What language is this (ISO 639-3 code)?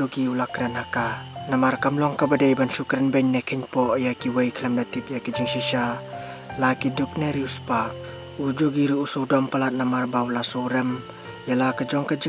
kha